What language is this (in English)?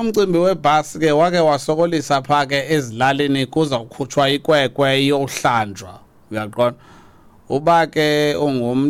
Xhosa